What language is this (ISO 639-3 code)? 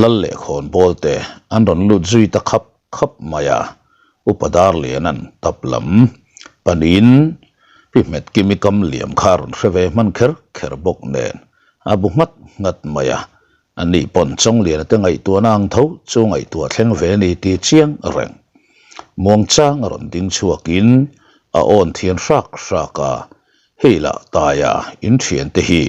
lus